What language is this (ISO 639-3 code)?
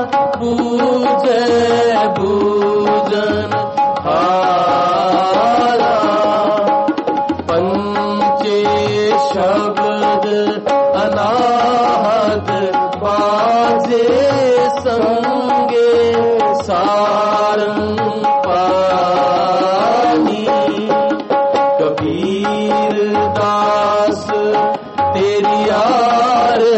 hin